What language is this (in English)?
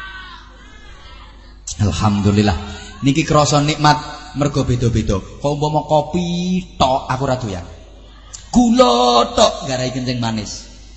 Javanese